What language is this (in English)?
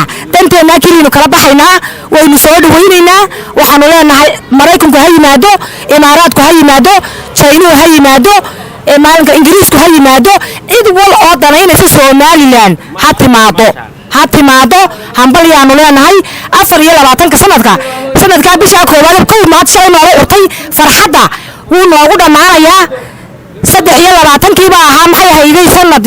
Somali